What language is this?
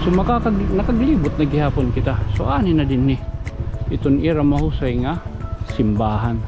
Waray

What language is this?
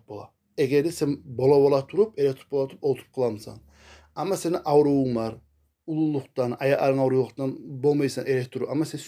Kumyk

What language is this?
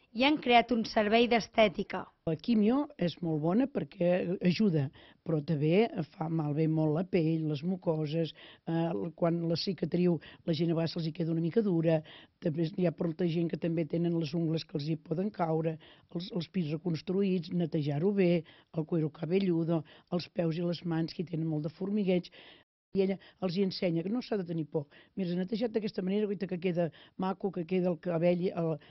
Catalan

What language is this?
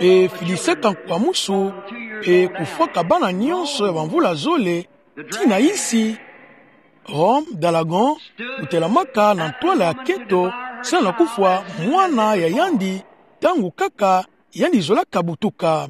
Kituba (Democratic Republic of Congo)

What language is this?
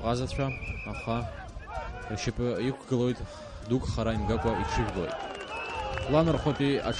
Abkhazian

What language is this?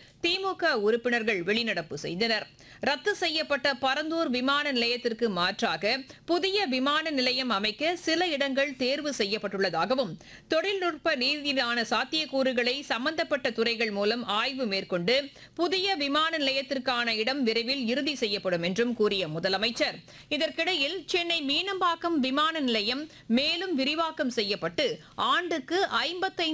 Tamil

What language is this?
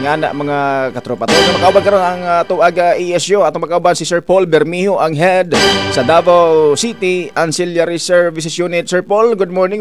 Cebuano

